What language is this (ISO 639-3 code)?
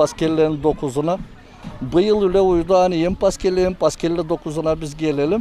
gag